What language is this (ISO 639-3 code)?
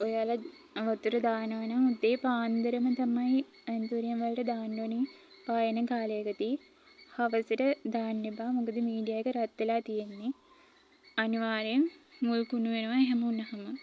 sin